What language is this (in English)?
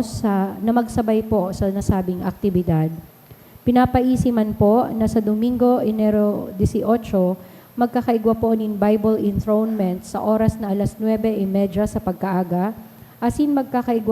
Bikol